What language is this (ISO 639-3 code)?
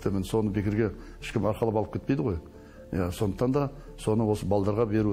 kaz